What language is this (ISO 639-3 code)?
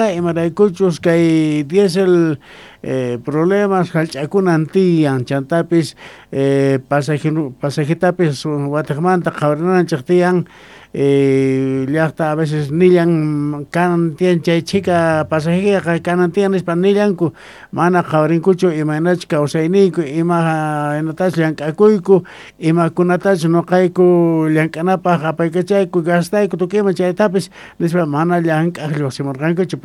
quh